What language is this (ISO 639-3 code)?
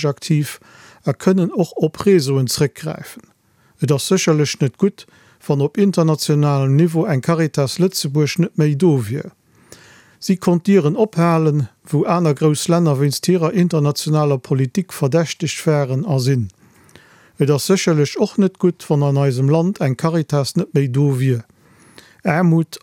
ltz